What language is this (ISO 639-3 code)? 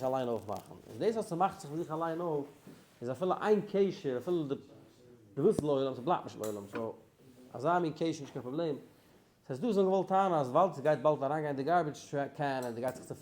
yid